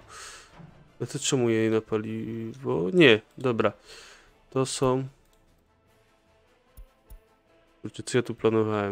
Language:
Polish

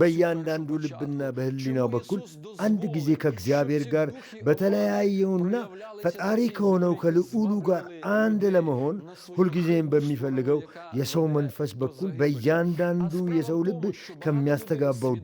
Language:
Amharic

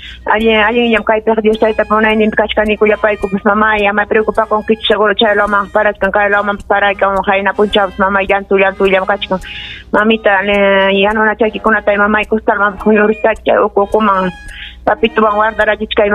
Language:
Ayacucho Quechua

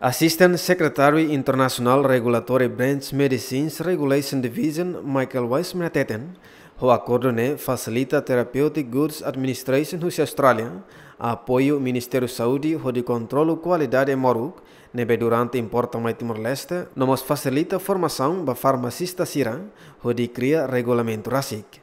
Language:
Tetum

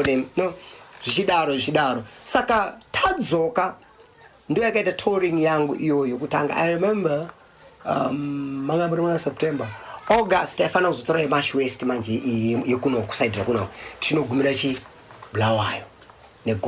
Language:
Shona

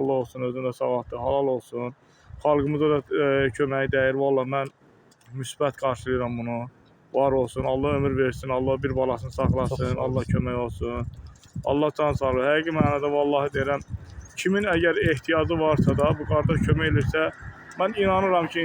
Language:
Azerbaijani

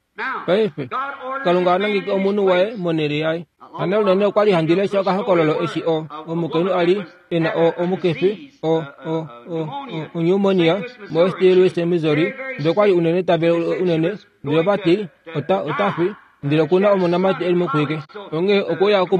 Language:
Kuanyama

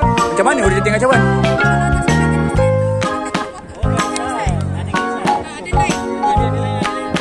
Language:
Malay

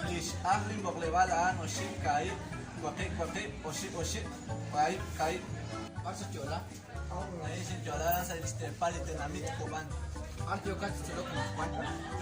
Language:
Kekchí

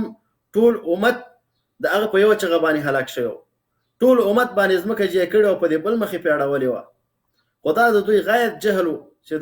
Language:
Pashto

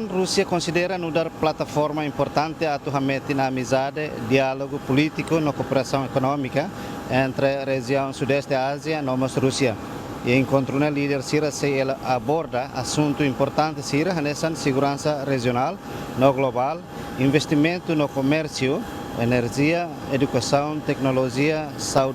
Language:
Tetum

